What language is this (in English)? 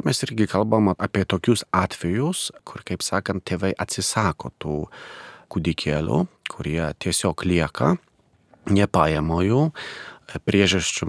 Lithuanian